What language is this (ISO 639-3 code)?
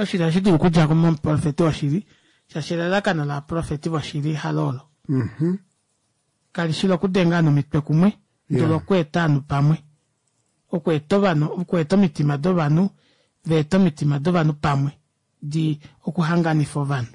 kua